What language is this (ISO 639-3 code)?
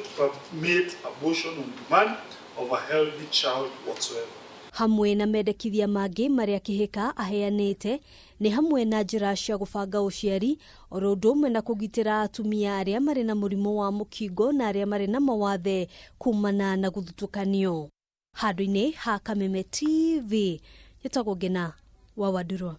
kik